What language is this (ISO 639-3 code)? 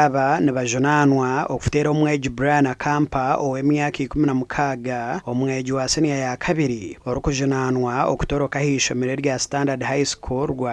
nyn